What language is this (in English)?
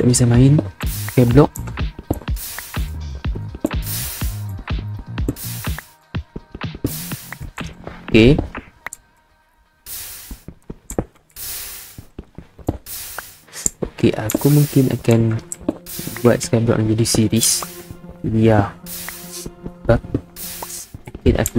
Malay